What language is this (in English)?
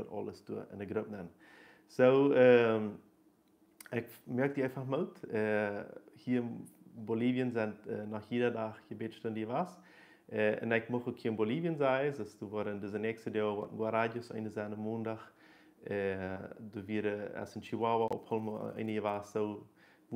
Plautdietsch